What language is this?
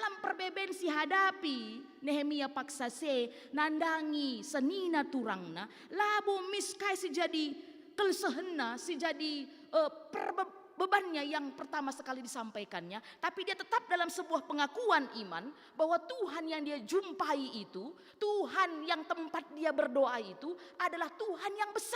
Batak Karo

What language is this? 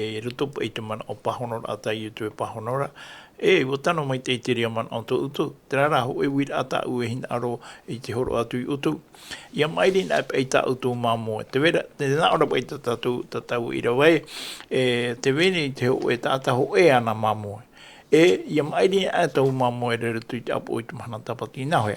Tahitian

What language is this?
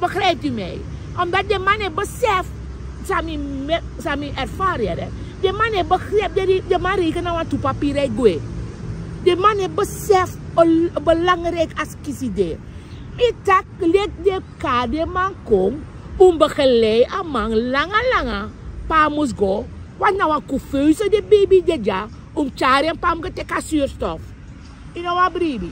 Sranan Tongo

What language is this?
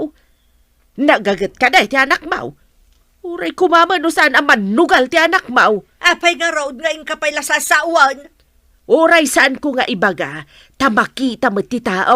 Iloko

